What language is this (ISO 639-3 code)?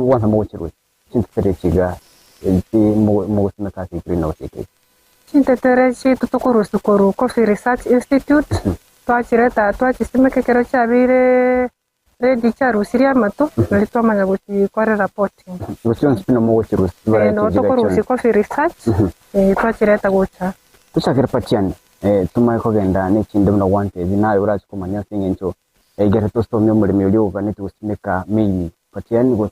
guz